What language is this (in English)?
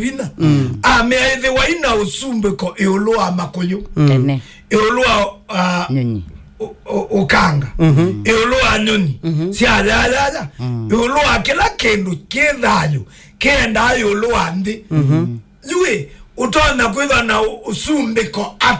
Kamba